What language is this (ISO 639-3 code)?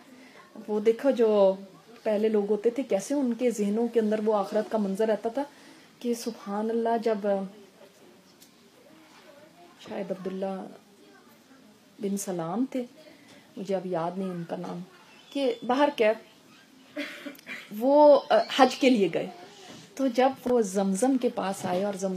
urd